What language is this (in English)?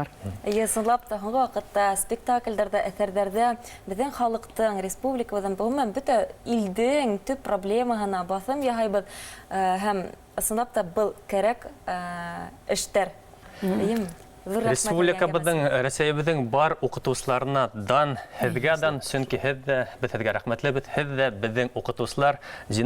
Bashkir